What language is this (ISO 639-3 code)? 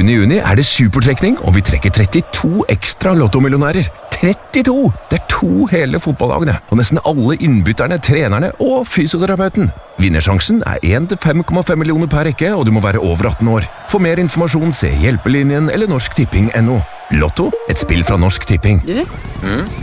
nor